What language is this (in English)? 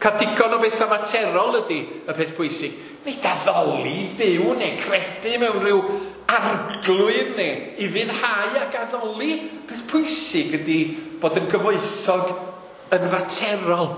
Welsh